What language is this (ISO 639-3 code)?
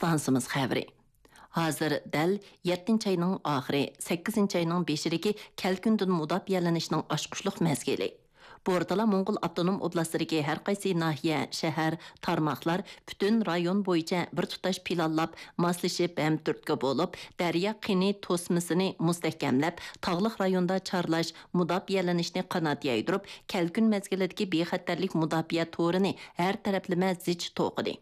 uig